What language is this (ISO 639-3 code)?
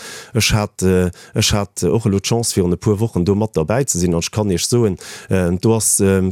ltz